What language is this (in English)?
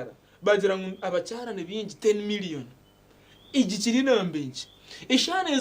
Nyankole